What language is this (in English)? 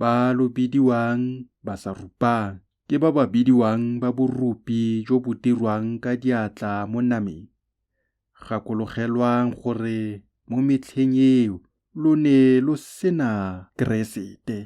Tswana